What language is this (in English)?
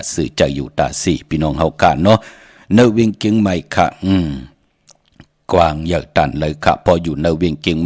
Shan